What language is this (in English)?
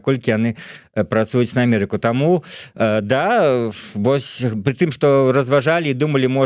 Belarusian